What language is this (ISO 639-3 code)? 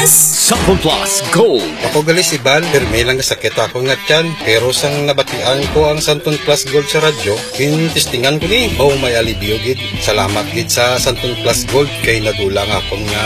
hil